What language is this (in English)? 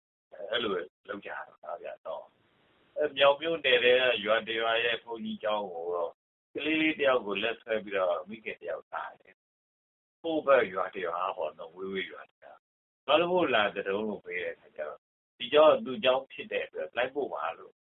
Burmese